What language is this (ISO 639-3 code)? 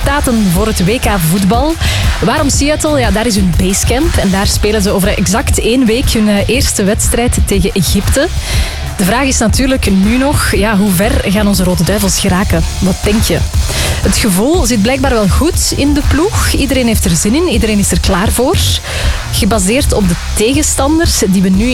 nld